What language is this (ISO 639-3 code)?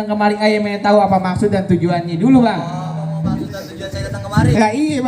bew